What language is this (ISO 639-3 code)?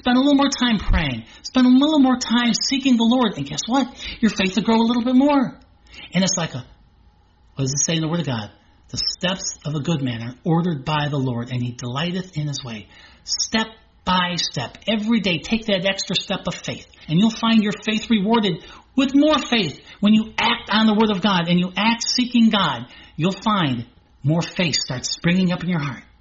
eng